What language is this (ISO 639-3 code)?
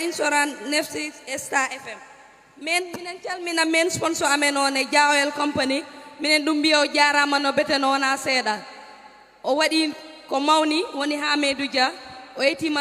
ful